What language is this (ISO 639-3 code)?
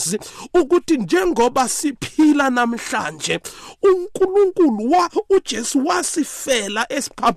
nbl